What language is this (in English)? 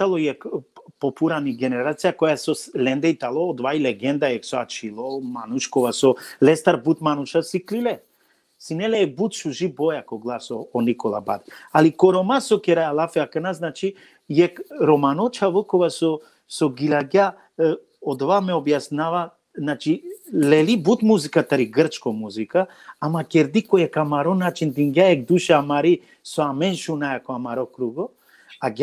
Balkan Romani